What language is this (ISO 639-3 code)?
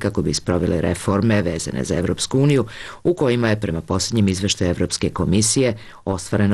srp